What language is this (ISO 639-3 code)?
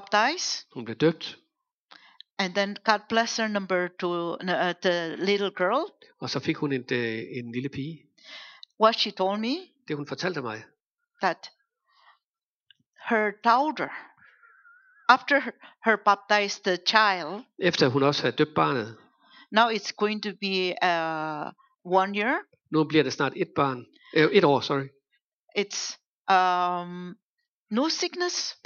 dan